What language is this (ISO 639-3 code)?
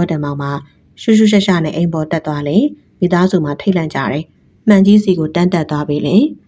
mya